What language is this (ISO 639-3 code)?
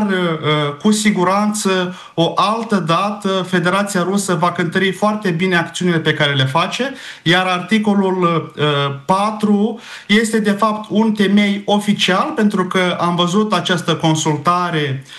ron